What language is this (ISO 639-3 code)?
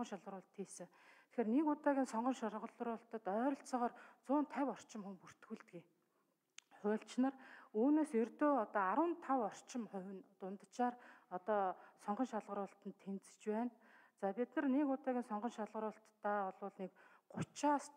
mon